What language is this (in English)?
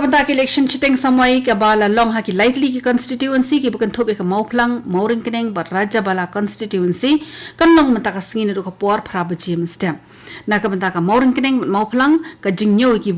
Khasi